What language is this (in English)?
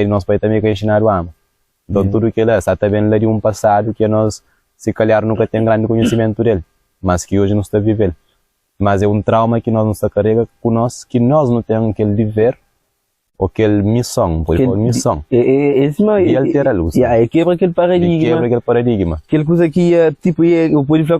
Kabuverdianu